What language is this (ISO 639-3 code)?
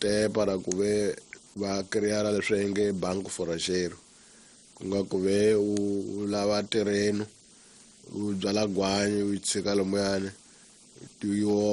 tso